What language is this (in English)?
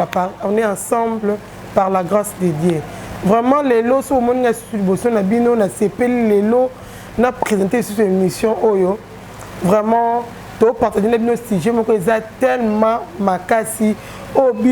Lingala